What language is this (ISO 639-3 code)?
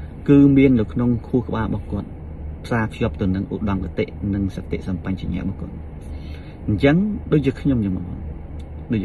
khm